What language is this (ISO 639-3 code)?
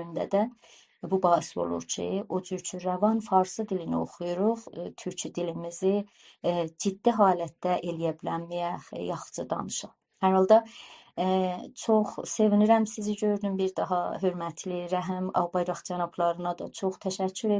azb